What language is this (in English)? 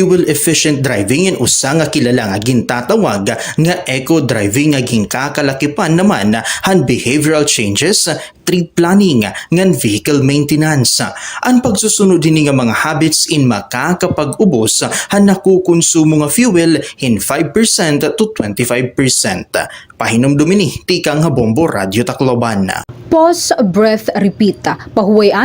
Waray